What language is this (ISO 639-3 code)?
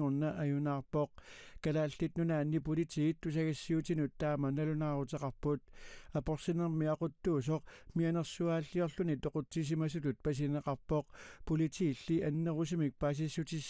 kal